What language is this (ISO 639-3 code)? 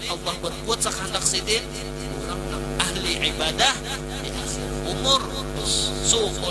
bjn